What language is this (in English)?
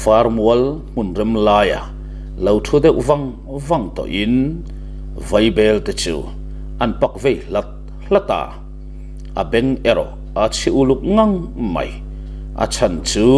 Mizo